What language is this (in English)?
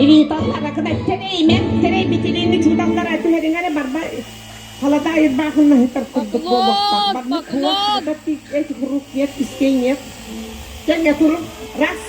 Yakut